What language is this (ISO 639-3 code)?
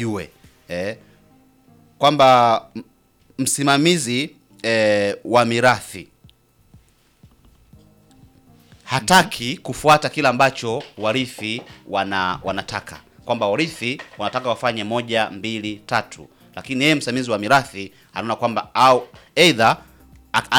swa